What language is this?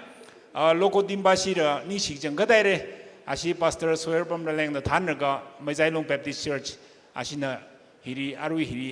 Tangkhul Naga (India)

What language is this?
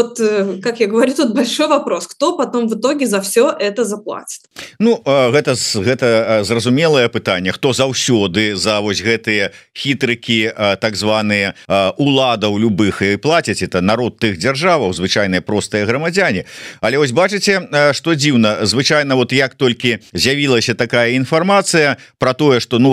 Belarusian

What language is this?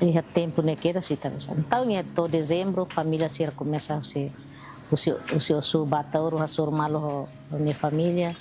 Tetum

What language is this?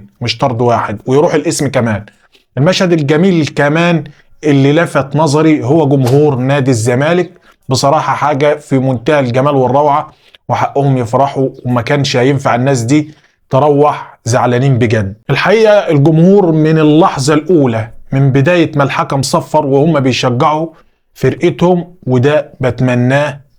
Egyptian Arabic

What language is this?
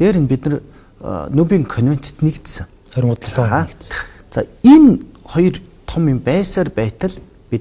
Mongolian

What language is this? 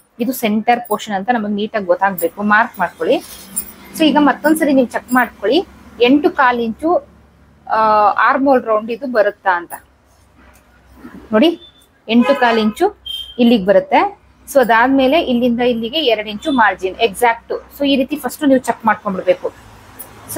Kannada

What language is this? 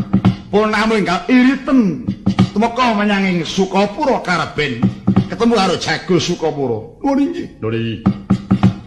Javanese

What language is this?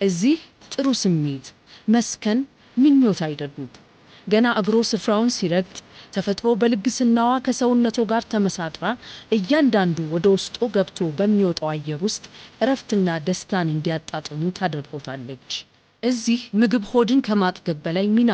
Amharic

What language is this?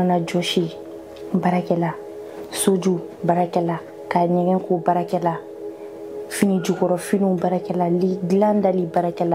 Bambara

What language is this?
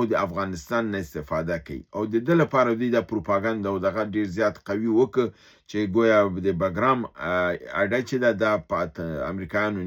Pashto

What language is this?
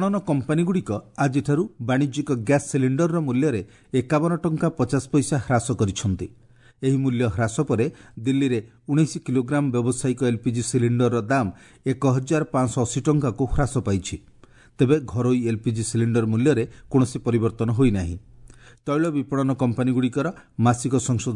Odia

